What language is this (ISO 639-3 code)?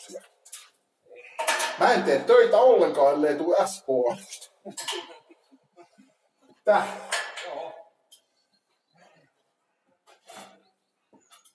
fin